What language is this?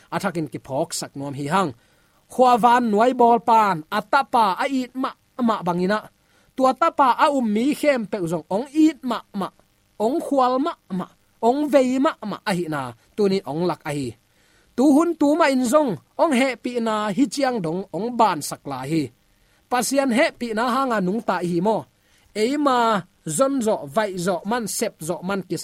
Tedim Chin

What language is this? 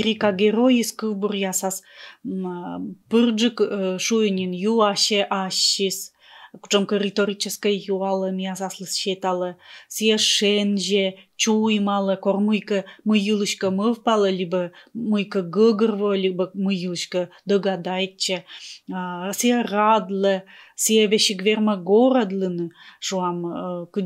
Komi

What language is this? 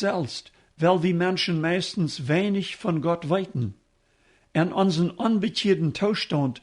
Plautdietsch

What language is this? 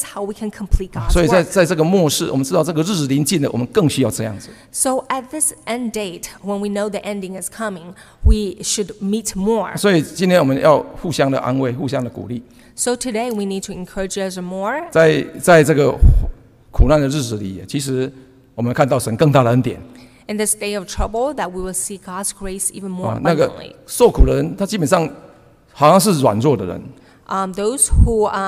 Chinese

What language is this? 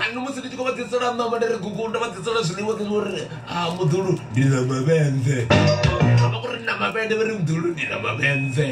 Venda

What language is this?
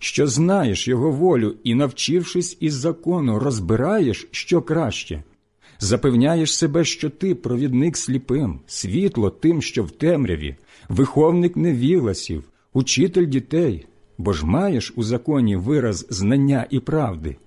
Ukrainian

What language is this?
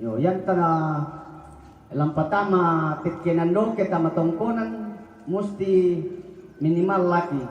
Toraja-Sa'dan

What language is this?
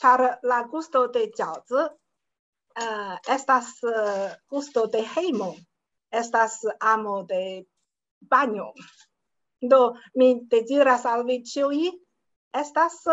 Esperanto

